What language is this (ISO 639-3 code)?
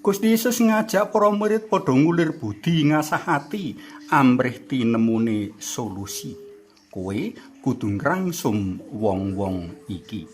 jav